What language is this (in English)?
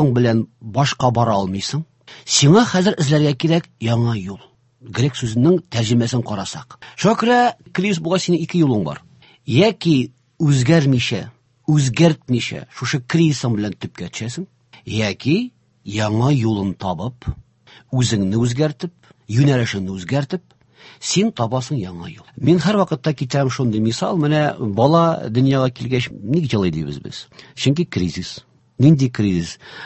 Tatar